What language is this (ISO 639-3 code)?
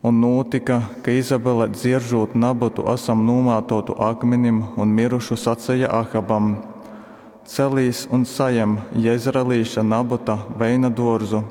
ltg